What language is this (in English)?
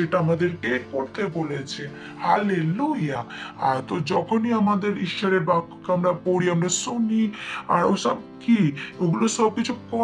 Bangla